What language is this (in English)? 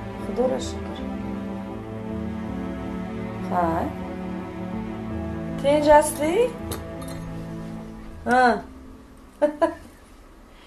Persian